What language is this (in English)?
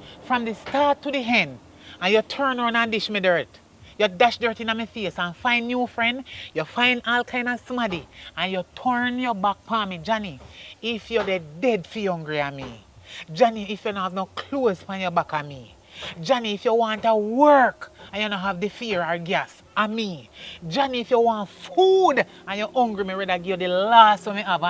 Jamaican Creole English